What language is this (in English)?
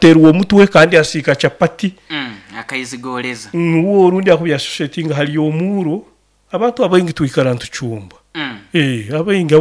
Nyoro